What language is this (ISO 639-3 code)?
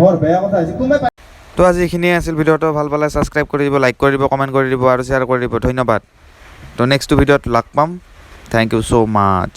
asm